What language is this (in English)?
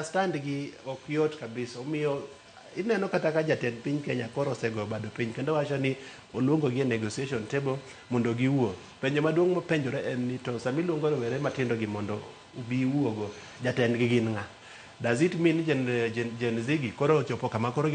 Luo (Kenya and Tanzania)